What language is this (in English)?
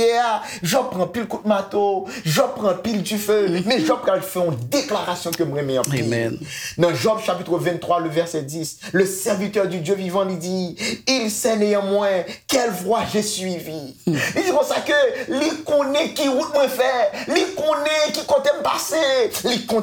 Haitian Creole